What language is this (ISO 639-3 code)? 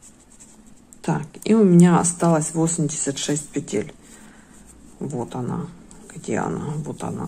rus